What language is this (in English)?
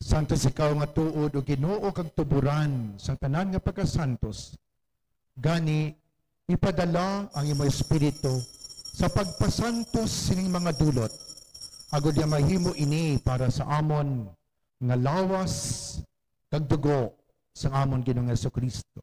Hiligaynon